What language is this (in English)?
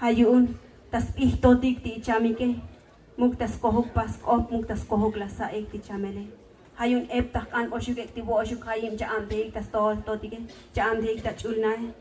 Tzotzil